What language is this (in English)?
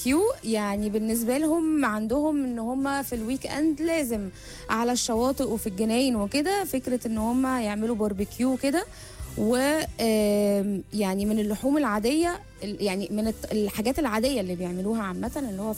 Egyptian Arabic